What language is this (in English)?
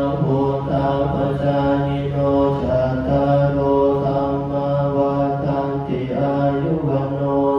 Pali